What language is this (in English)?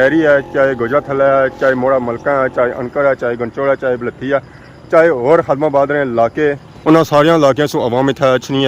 Pahari-Potwari